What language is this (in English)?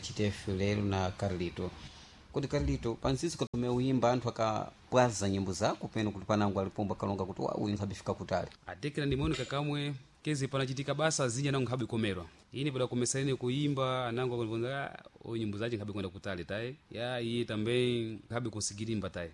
Sena